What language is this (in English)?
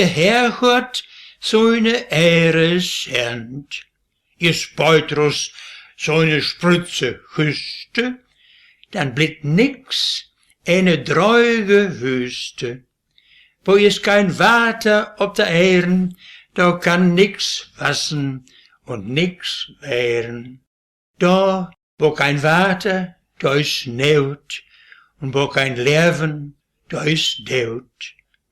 Westphalien